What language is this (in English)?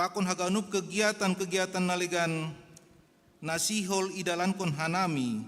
Batak Simalungun